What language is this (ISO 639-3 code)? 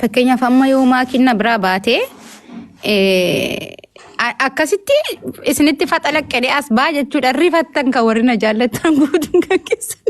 orm